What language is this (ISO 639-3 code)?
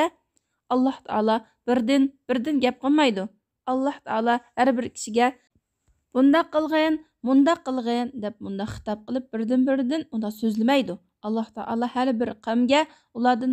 uig